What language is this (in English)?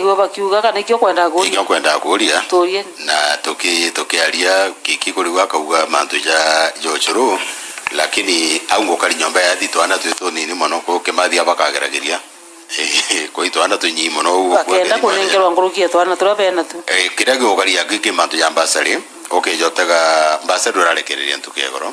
Meru